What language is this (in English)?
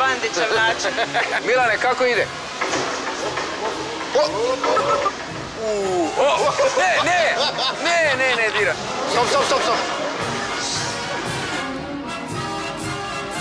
Croatian